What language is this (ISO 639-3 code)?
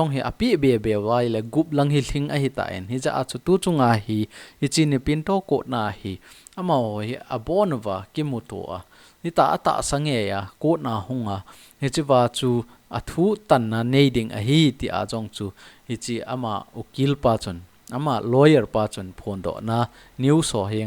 tcz